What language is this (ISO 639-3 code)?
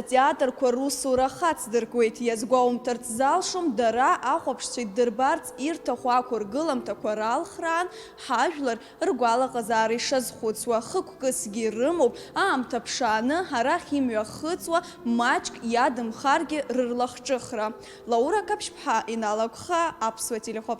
abk